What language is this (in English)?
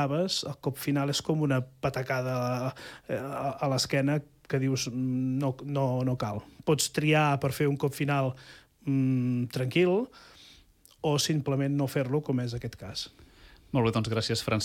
Catalan